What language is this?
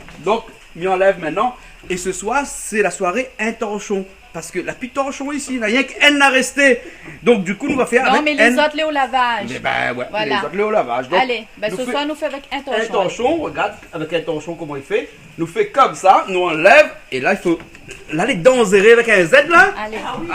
Réunion Creole French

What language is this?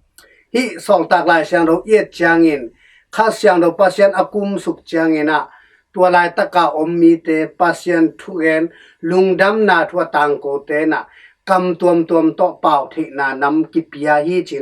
Tedim Chin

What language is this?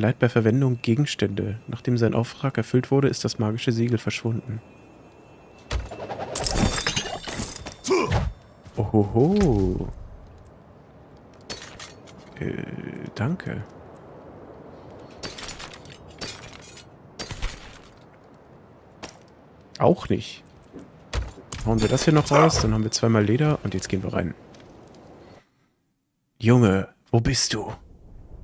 German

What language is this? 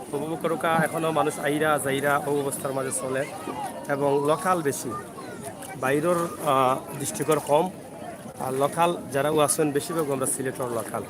Sylheti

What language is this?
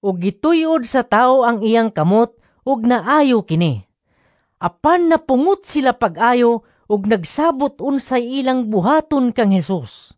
Cebuano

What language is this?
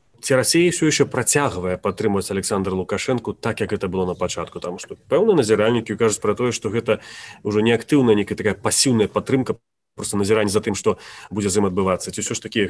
Belarusian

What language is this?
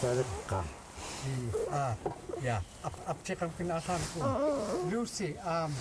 Central Yupik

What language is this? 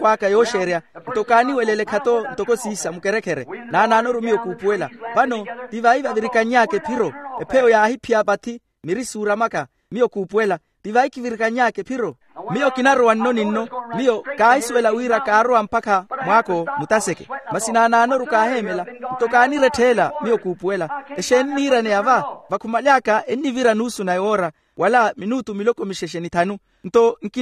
Makhuwa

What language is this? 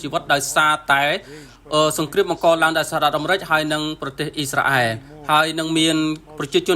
Khmer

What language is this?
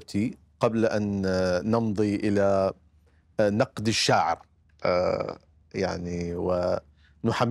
Mesopotamian Arabic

